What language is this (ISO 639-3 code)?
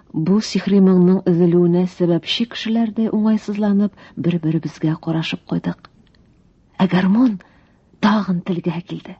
tat